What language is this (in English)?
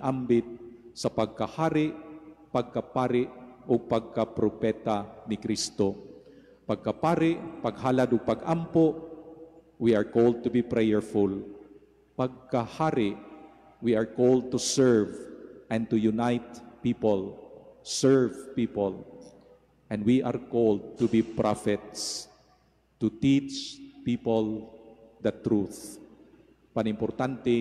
Cebuano